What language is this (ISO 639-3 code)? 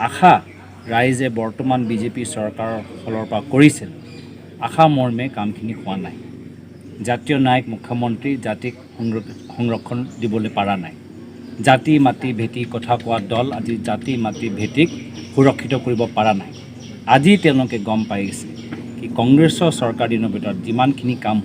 asm